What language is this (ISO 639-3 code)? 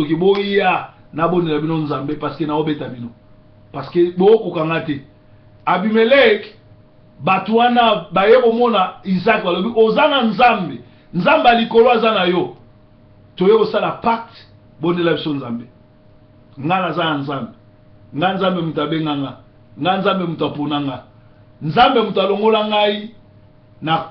lin